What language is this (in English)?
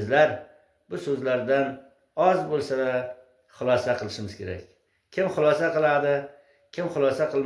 Uzbek